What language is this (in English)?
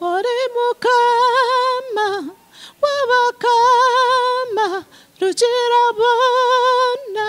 Nyankole